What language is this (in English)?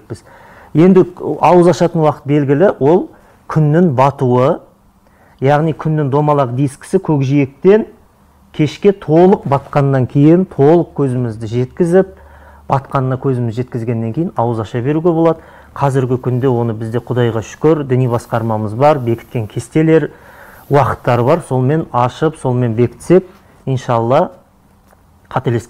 Kazakh